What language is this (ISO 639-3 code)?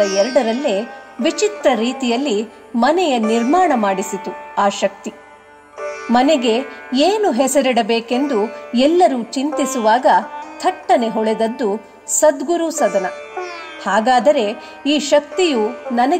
kan